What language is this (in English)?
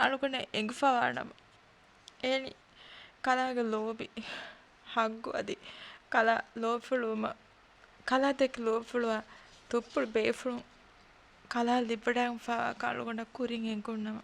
Divehi